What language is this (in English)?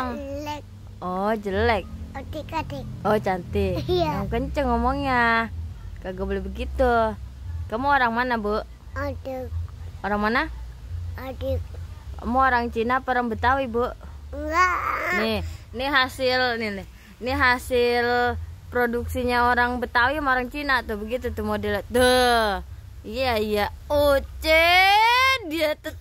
Betawi